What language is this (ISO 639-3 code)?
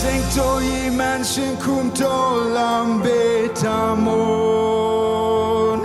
pdt